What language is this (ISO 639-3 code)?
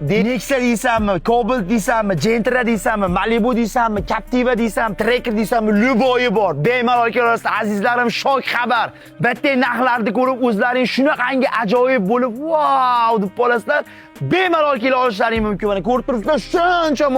uzb